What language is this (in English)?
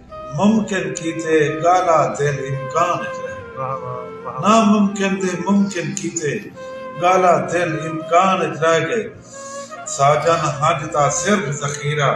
Saraiki